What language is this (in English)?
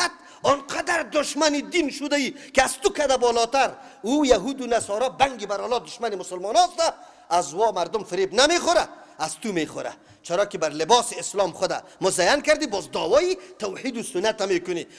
Persian